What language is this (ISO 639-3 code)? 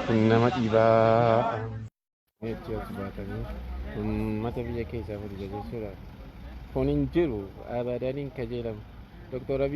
orm